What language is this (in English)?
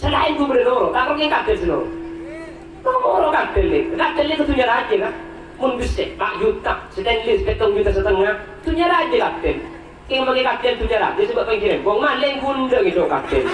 Madurese